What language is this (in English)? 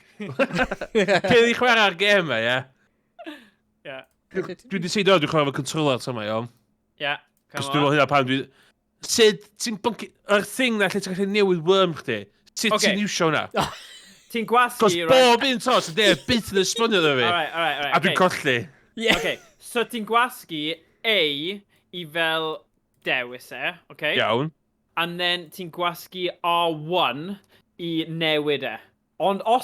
Welsh